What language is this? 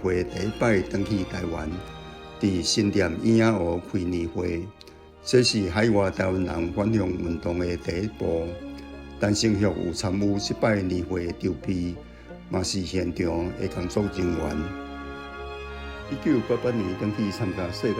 Min Nan Chinese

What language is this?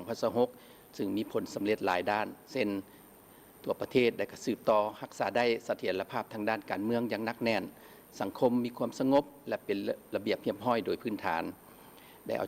Lao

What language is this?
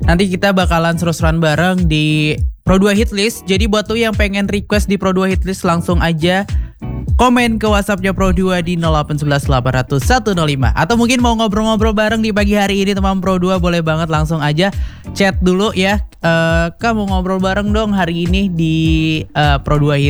Indonesian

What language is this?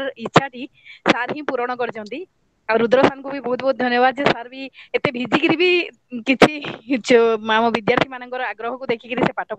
Odia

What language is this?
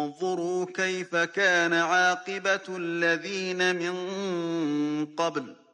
Arabic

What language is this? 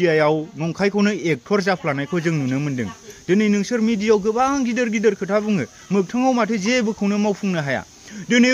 Bodo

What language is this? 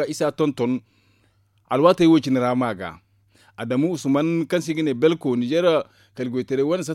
Zarma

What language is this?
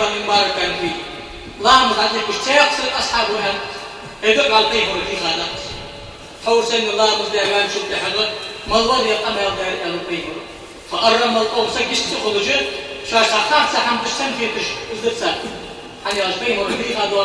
Ingush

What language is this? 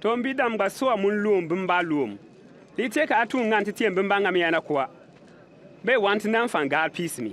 Bimoba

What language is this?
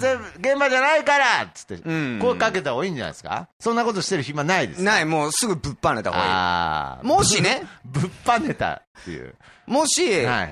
Japanese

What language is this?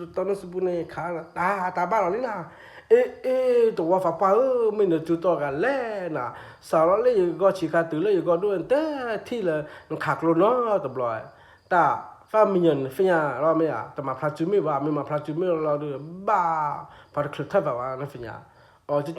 S'gaw Karen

